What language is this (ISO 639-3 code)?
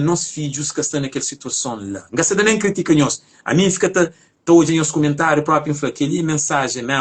kea